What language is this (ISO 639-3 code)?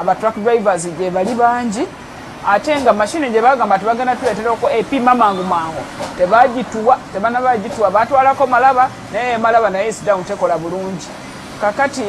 lug